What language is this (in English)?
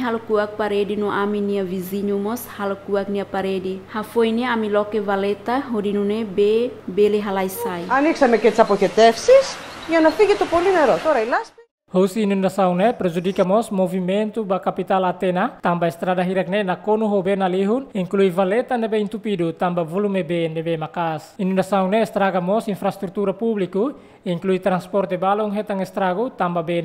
Tetum